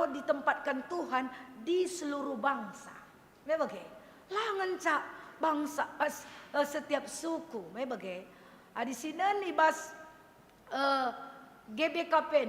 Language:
Batak Karo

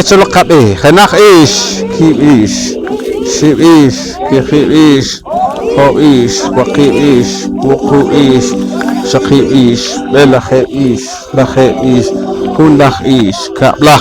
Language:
Poqomchi'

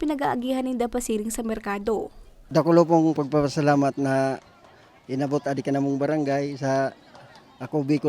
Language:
Bikol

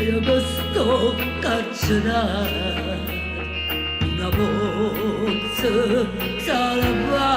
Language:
Neapolitan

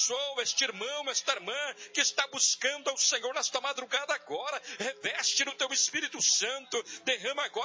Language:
Portuguese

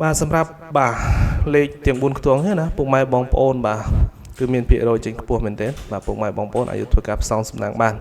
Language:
Khmer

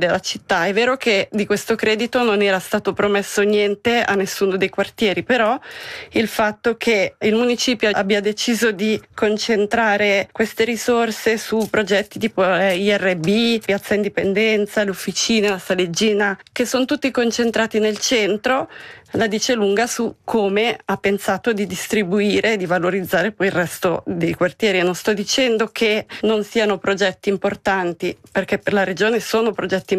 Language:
Italian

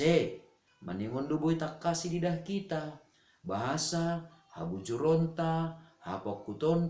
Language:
Batak Simalungun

